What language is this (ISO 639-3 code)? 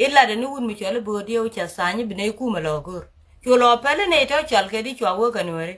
nus